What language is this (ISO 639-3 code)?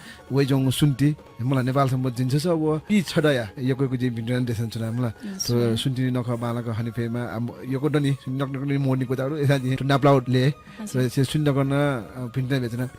new